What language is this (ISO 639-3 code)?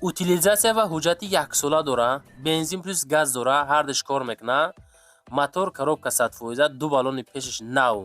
tgk